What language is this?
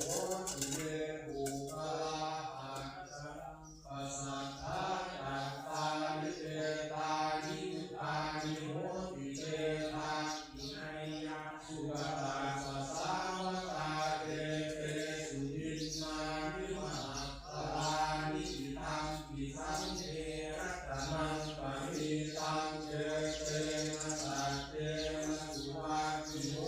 Pali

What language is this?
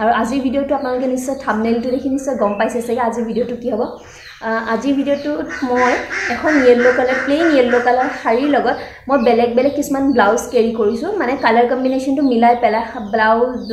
Assamese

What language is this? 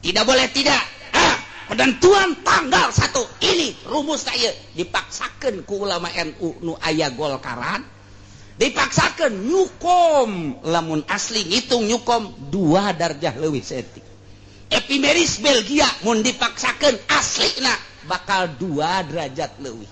Sundanese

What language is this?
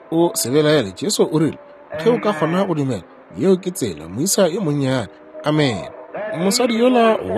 Northern Sotho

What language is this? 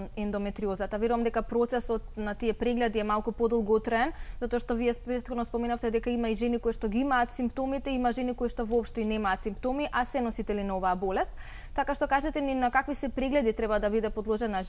Macedonian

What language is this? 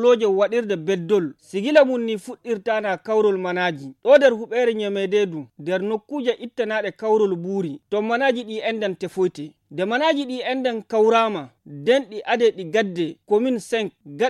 Fula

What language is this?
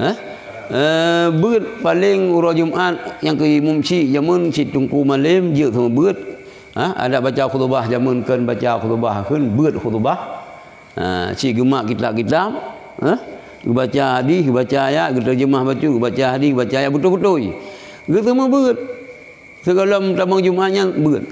Achinese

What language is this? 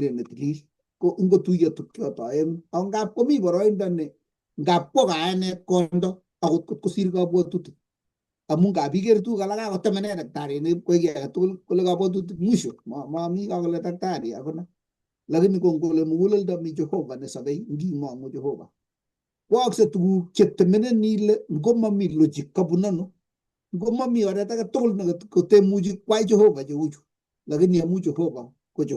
Kalenjin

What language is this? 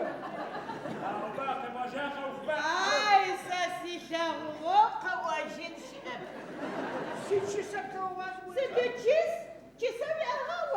Adyghe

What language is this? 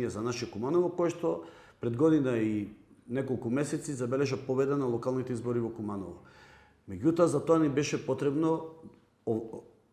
Macedonian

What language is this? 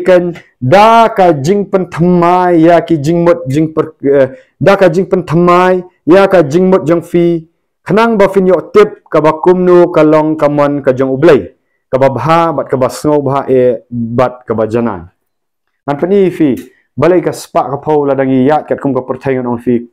Khasi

